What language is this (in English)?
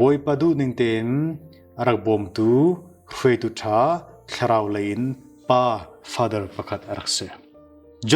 Hakha Chin